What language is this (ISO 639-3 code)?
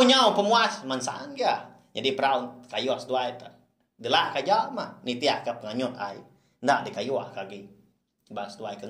iba